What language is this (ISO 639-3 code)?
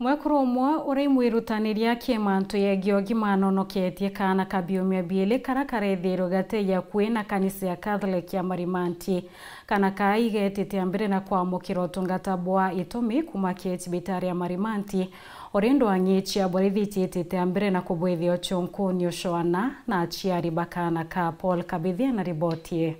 mer